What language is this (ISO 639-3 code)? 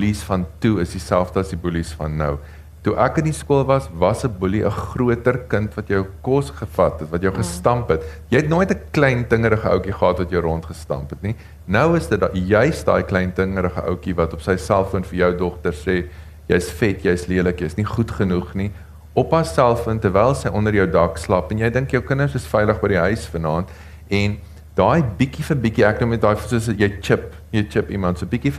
afr